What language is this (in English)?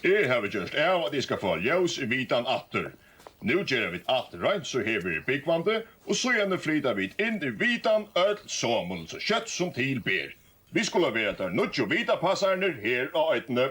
Faroese